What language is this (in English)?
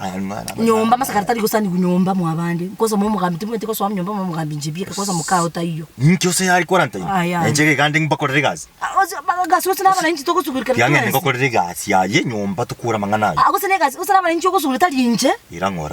Gusii